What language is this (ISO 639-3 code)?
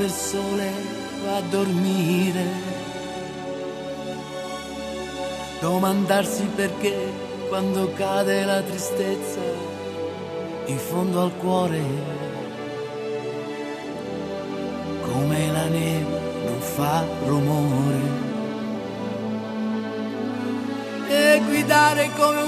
ita